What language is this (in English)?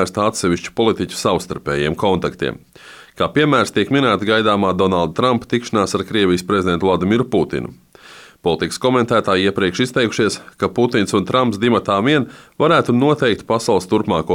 Latvian